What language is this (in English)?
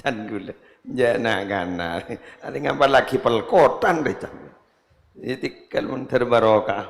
Madurese